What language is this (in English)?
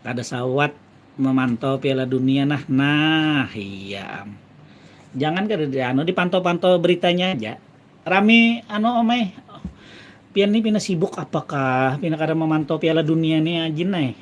Banjar